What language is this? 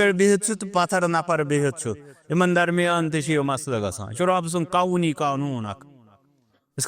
Kashmiri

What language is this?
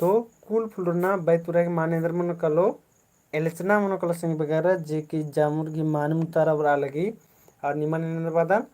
Kurukh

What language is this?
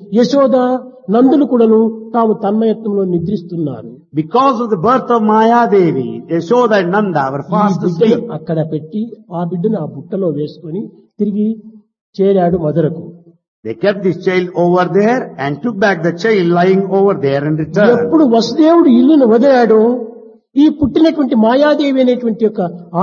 Telugu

